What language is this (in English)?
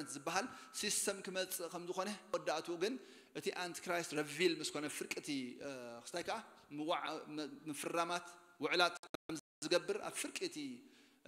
Tigrinya